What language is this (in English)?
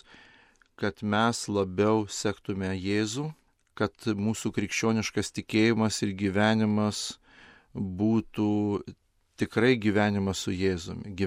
Lithuanian